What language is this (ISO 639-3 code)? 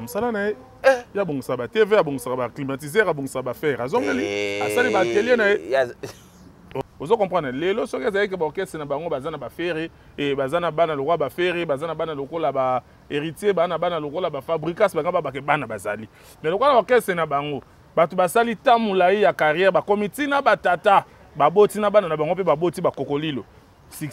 lin